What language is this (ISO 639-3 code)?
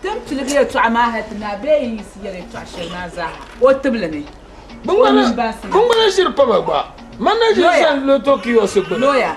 dag